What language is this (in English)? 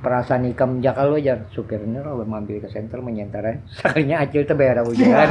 Banjar